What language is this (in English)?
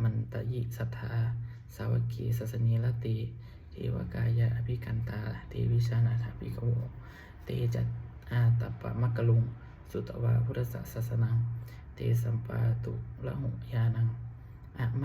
Pali